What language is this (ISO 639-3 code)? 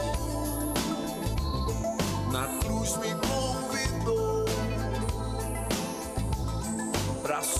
por